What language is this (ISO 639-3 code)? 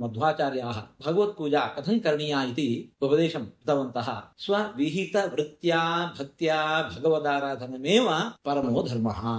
san